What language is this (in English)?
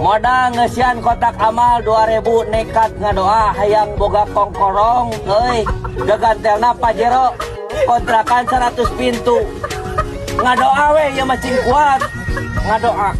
Sundanese